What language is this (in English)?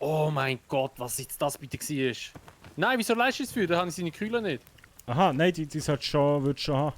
Swiss German